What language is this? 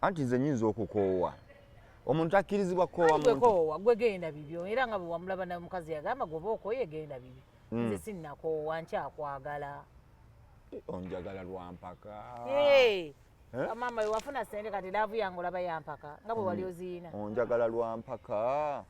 Ganda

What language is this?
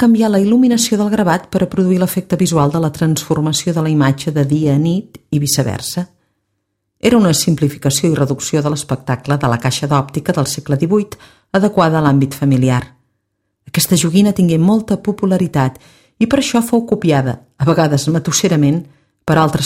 Catalan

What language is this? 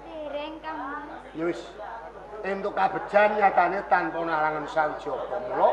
Javanese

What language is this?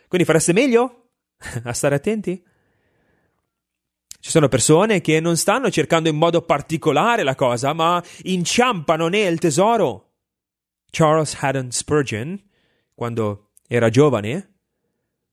Italian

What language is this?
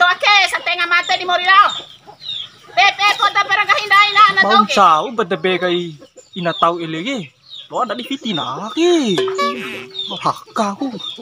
Bima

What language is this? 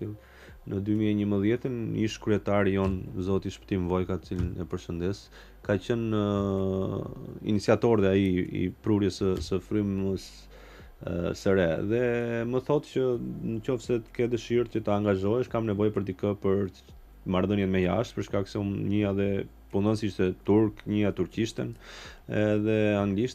Albanian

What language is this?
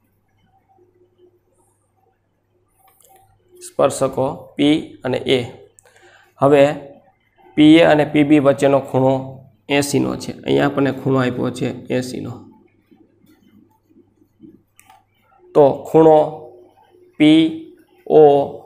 Gujarati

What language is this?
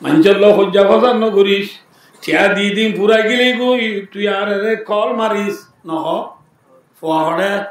Rohingya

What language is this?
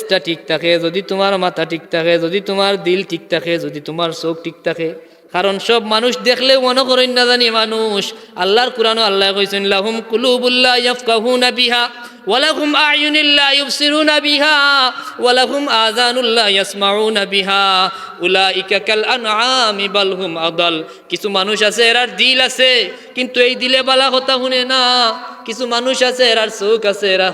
Sylheti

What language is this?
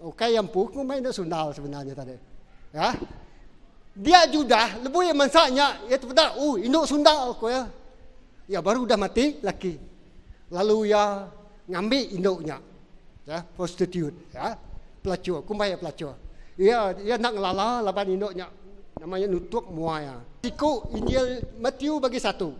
Iban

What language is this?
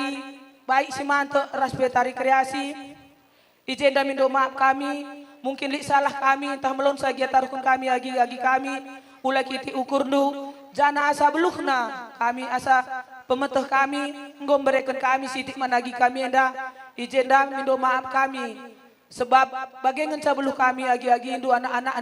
Batak Karo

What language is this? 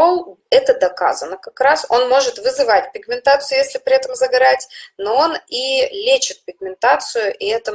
Russian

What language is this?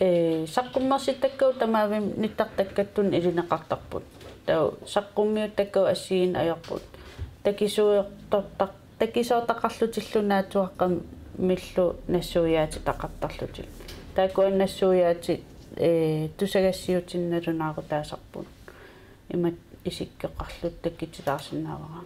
Kalaallisut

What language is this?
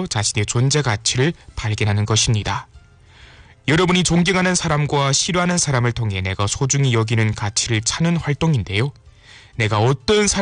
Korean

